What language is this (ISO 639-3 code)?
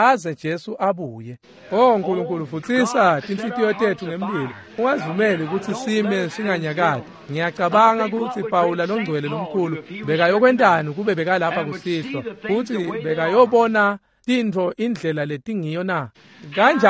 ssw